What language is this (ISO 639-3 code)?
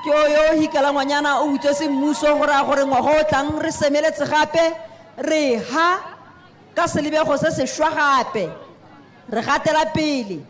tsn